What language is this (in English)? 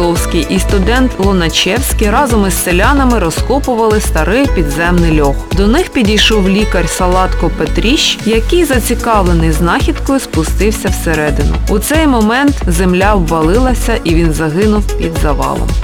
Ukrainian